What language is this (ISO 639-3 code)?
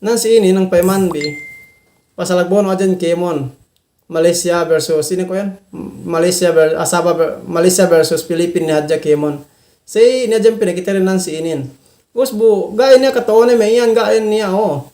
yka